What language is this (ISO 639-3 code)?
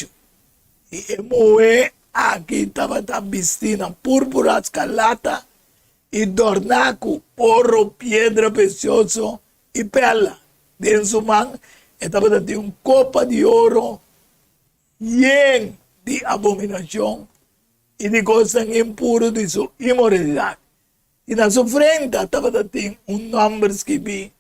pap